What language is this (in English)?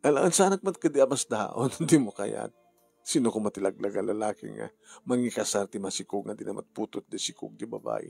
Iloko